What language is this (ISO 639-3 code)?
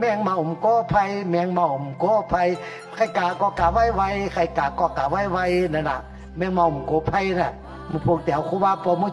shn